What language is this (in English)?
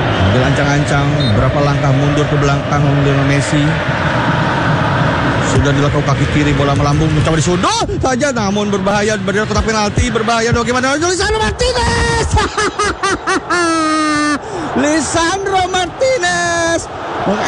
Indonesian